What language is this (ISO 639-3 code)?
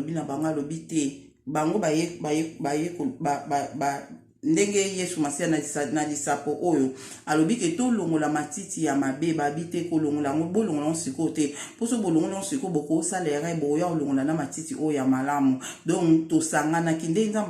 lin